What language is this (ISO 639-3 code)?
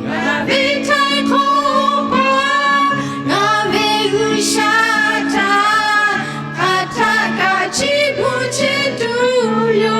lhu